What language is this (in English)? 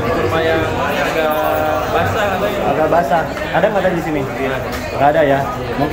Indonesian